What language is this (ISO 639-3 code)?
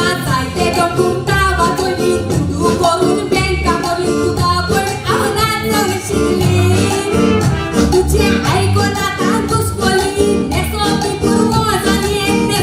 kok